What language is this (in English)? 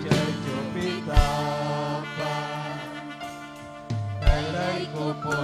Ayacucho Quechua